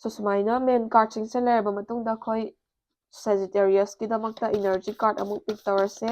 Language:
Manipuri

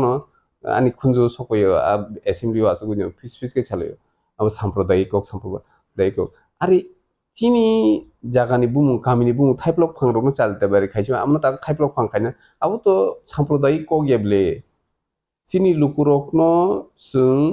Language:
Kok Borok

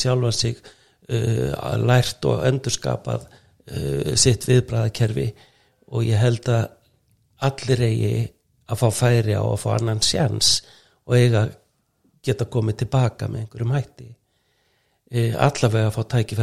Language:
Icelandic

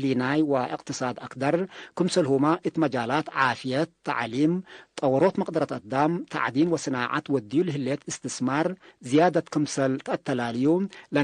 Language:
Tigre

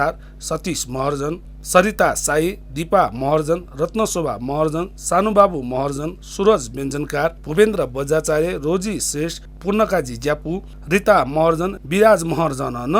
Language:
Newari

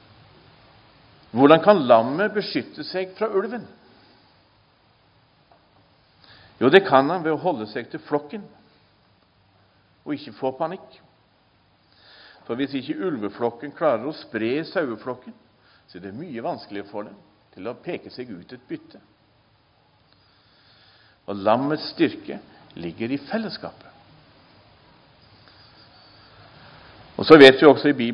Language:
Norwegian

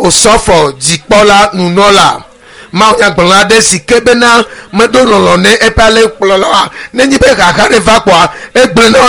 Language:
Ewe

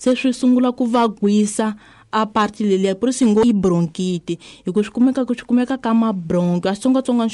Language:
Tsonga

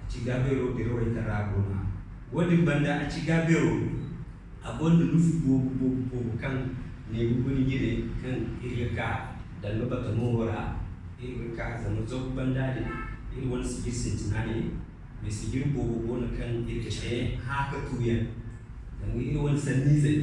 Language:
Zarma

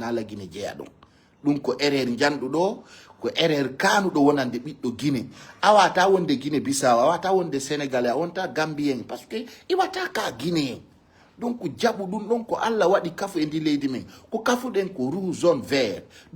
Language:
Fula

